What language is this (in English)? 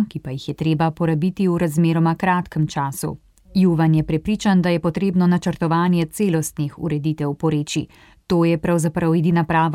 Slovenian